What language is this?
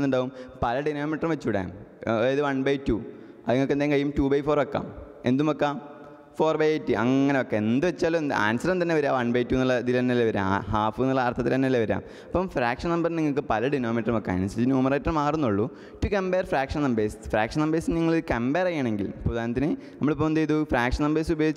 Malayalam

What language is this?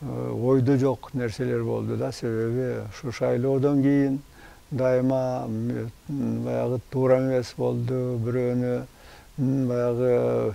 Kyrgyz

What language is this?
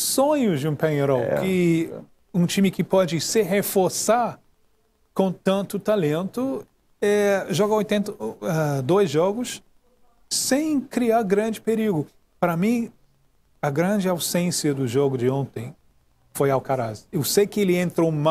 Portuguese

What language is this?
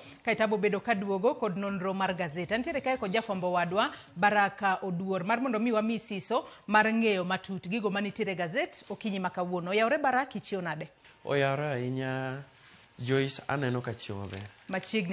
Luo (Kenya and Tanzania)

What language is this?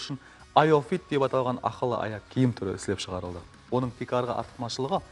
Kara-Kalpak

